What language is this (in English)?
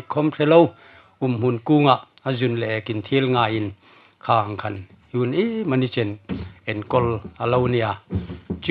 Hmar